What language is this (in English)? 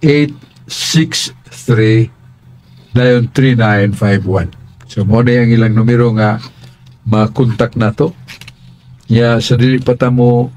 Cebuano